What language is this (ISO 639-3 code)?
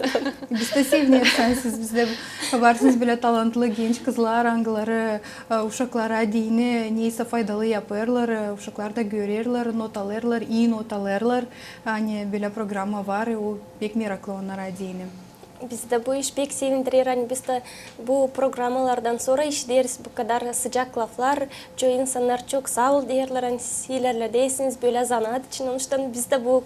gag